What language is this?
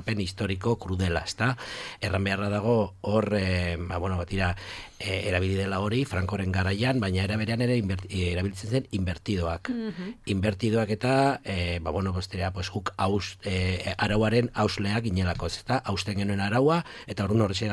Basque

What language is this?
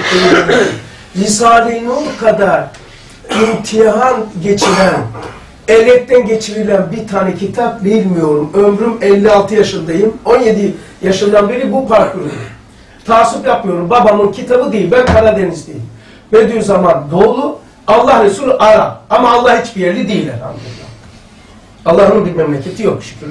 Turkish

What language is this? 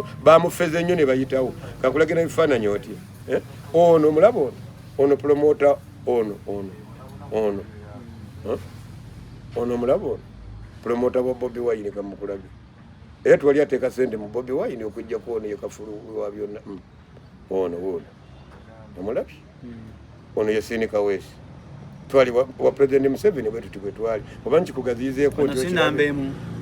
Ganda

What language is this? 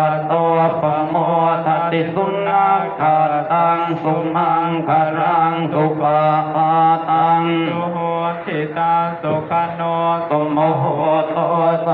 Pali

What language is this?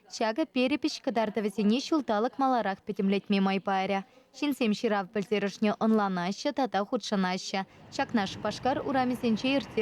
Chuvash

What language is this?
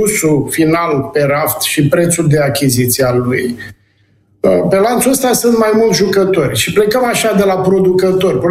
Romanian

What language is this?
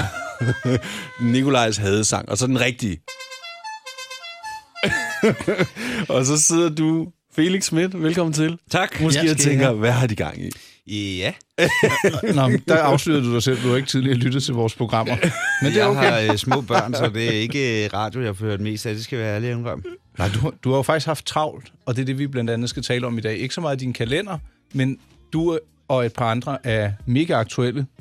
Danish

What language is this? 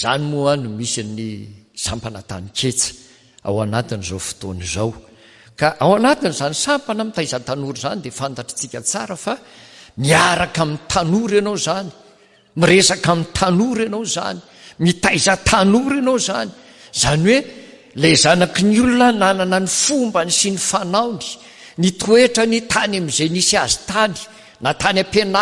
Malagasy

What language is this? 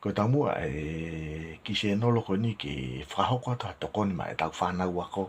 Tongan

